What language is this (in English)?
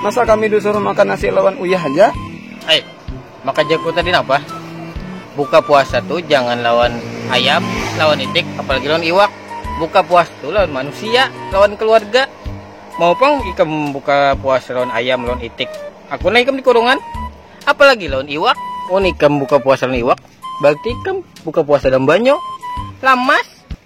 Banjar